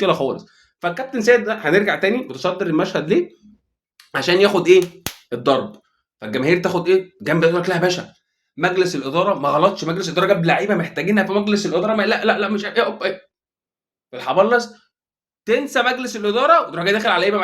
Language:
Egyptian Arabic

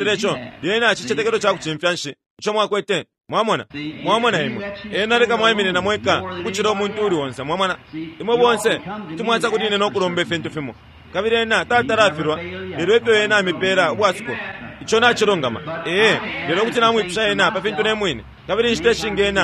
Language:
Bemba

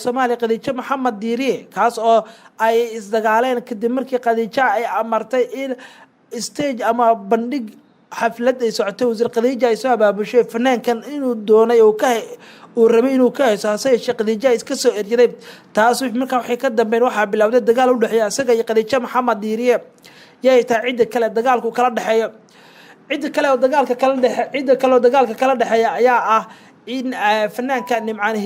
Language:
Somali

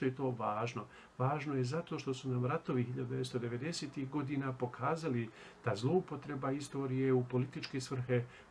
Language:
Bosnian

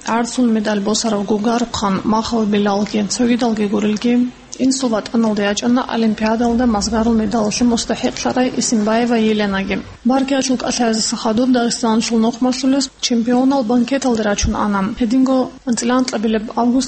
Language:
Avaric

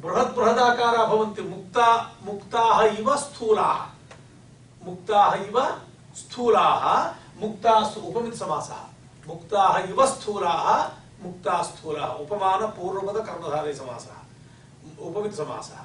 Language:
Sanskrit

